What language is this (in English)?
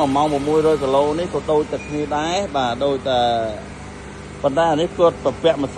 Khmer